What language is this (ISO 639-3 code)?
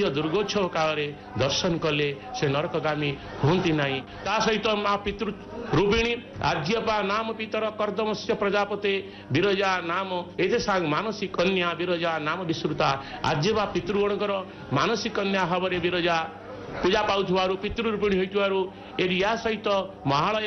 ori